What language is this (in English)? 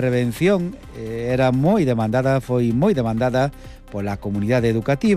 Galician